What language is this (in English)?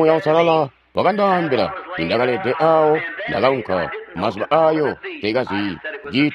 Tonga (Zambia)